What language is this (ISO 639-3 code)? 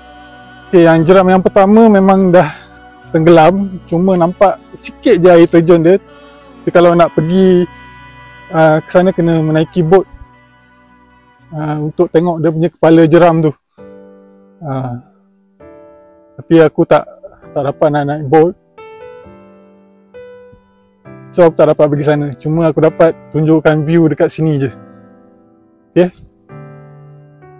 msa